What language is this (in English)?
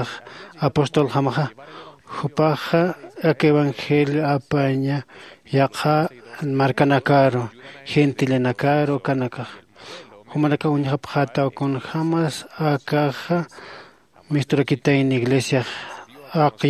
Aymara